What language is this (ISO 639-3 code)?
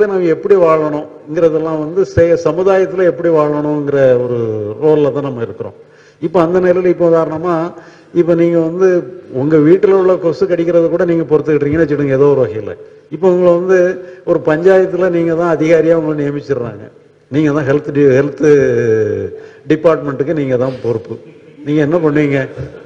tam